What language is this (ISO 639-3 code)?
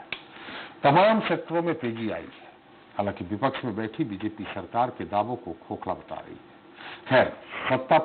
hin